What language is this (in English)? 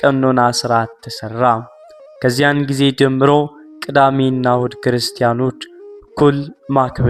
Amharic